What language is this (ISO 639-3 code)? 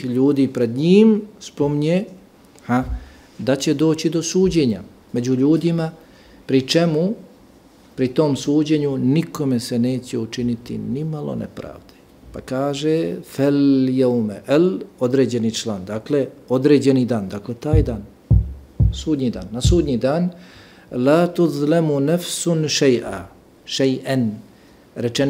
bos